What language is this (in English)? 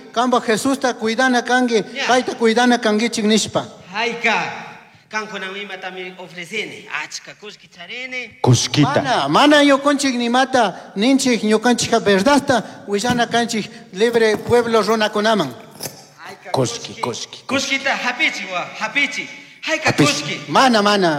Chimborazo Highland Quichua